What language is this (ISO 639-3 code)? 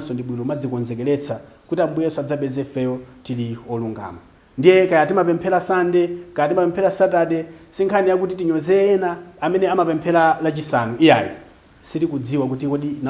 nya